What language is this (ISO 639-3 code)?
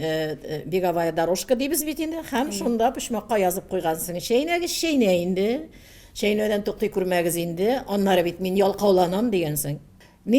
tat